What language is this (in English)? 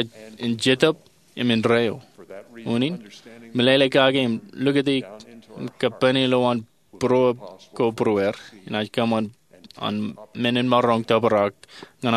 Marshallese